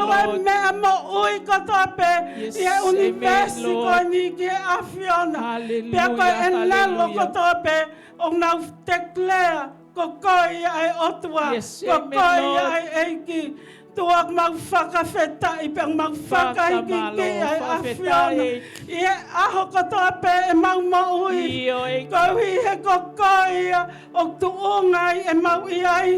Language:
Tongan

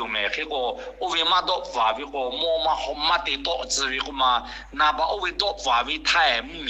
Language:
Lahu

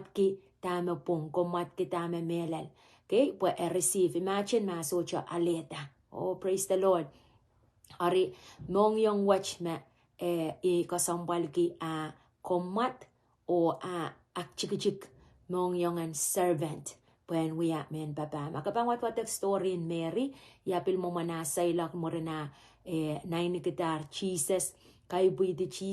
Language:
Pohnpeian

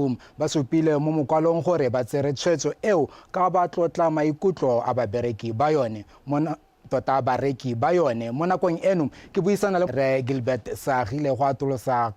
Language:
Tswana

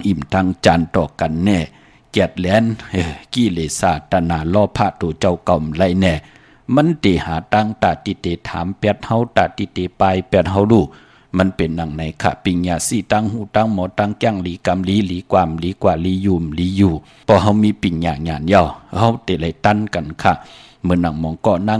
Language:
Shan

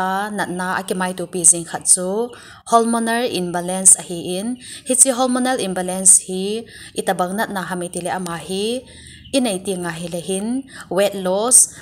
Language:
Thado Chin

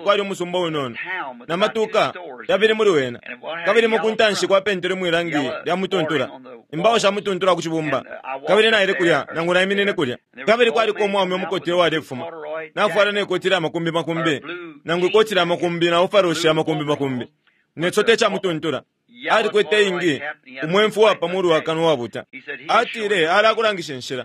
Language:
Bemba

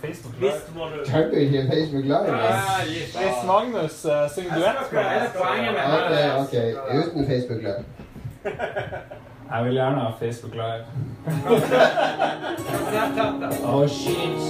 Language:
Norwegian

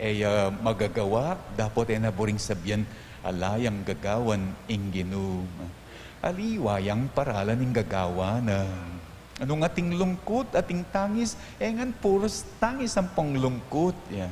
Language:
Pampanga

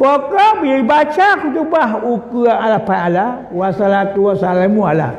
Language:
Achinese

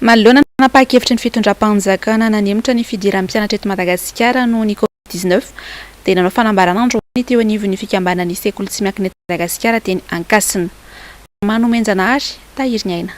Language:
Malagasy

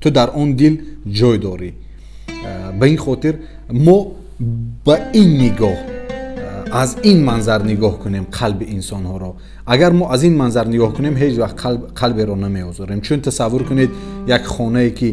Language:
Tajik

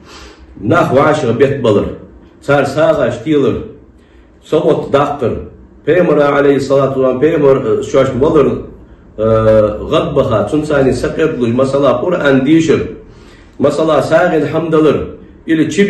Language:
Ingush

